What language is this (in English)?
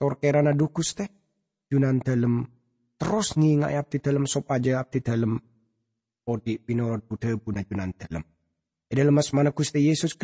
Madurese